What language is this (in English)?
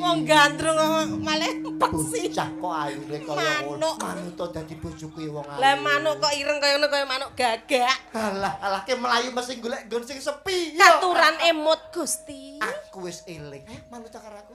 Javanese